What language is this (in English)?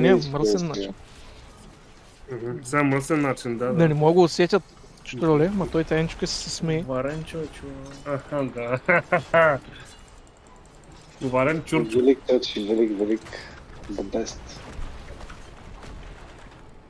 Bulgarian